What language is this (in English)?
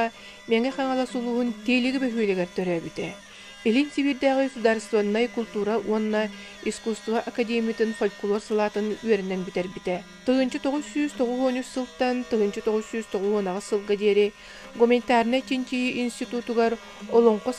Yakut